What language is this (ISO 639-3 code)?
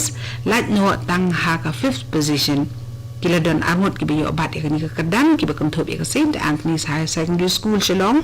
kha